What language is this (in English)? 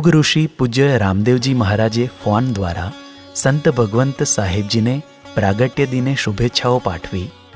Gujarati